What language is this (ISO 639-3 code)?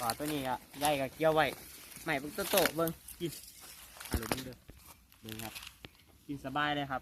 tts